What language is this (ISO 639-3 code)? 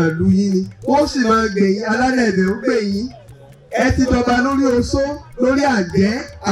yor